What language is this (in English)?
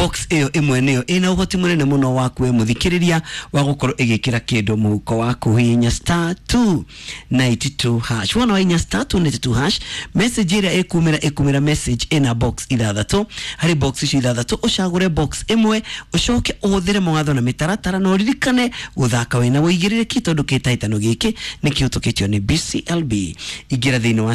Kikuyu